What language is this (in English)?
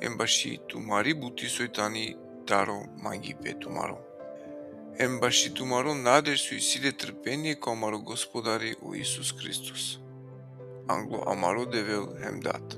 Balkan Romani